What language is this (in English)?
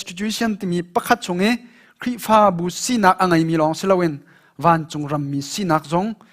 Hakha Chin